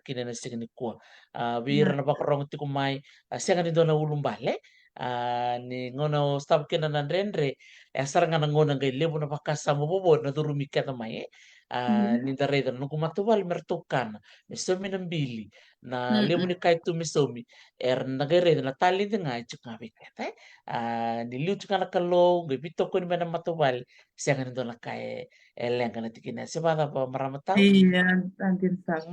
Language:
Fijian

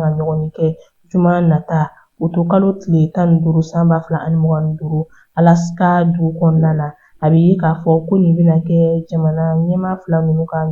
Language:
Bambara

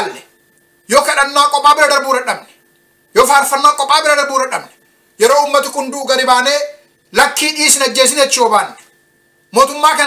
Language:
Oromo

